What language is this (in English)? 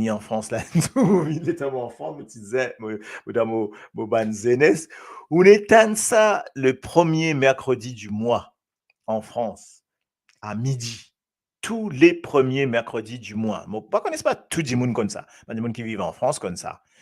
Morisyen